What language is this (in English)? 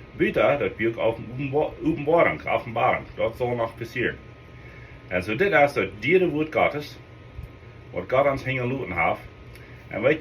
Plautdietsch